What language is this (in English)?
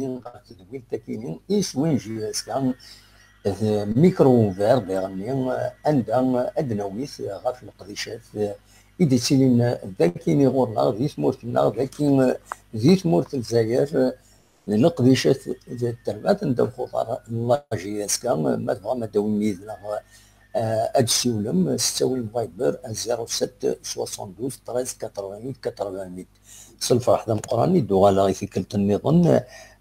Kabyle